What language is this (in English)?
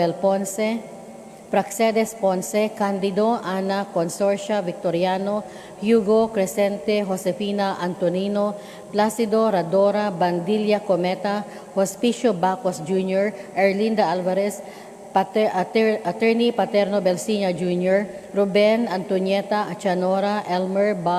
Cebuano